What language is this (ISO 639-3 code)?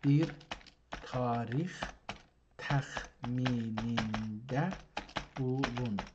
azb